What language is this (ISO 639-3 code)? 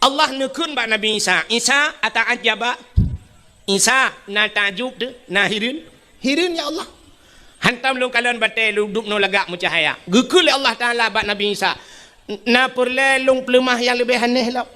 ace